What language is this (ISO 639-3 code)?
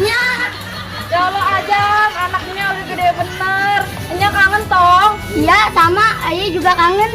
bew